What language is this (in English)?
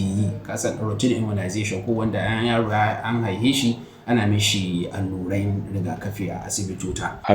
Hausa